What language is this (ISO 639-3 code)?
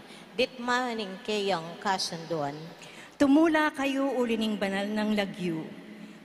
pam